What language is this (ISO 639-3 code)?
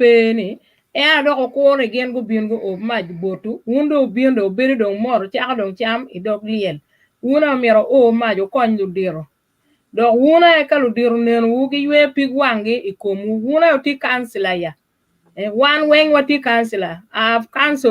ach